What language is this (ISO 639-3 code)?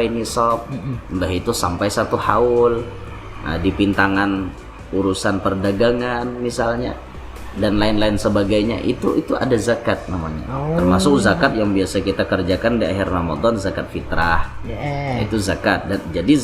bjn